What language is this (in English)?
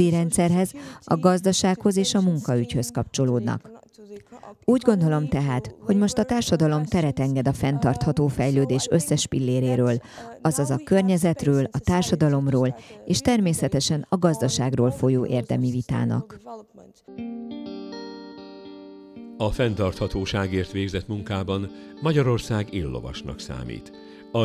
Hungarian